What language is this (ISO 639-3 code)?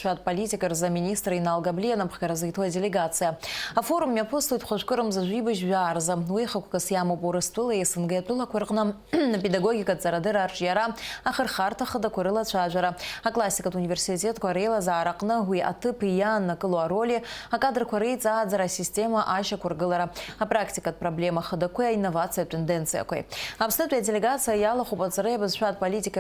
abk